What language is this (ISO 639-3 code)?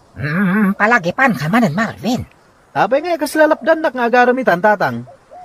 ilo